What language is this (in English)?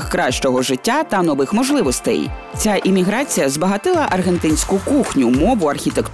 Ukrainian